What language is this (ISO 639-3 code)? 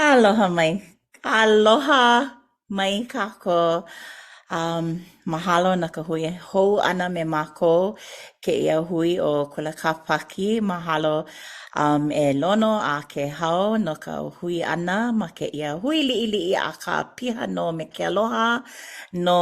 haw